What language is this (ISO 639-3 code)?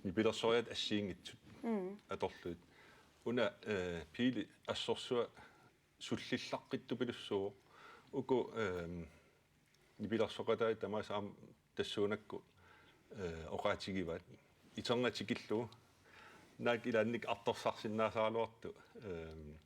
kal